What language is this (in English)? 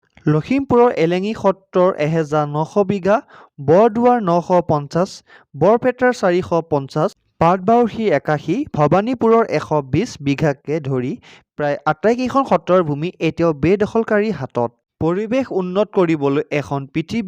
Assamese